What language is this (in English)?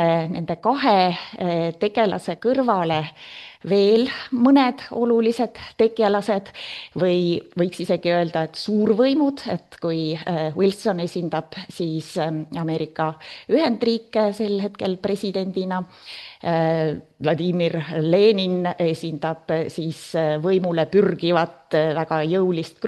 Estonian